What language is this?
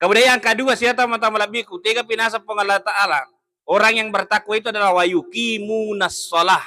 Buginese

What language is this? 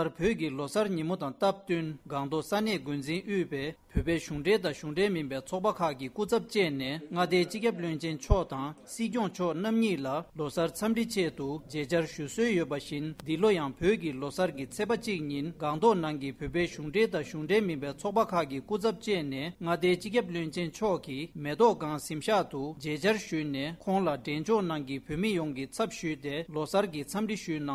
Tibetan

